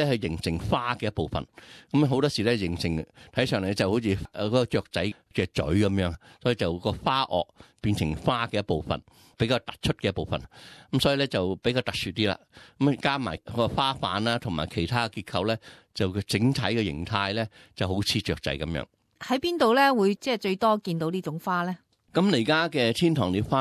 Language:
Cantonese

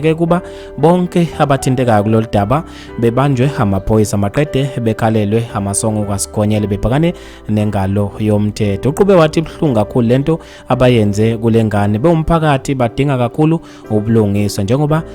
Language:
Zulu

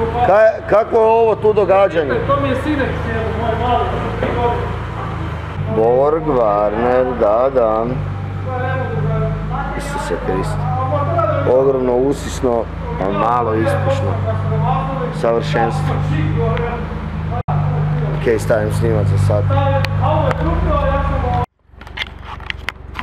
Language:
Croatian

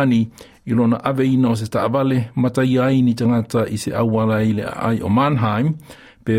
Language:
Samoan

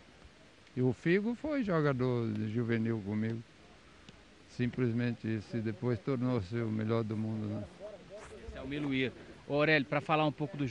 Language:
Portuguese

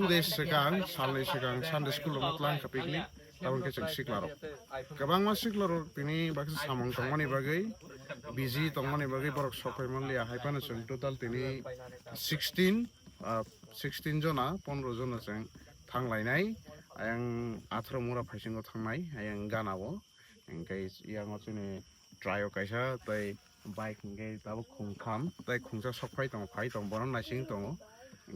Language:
Kok Borok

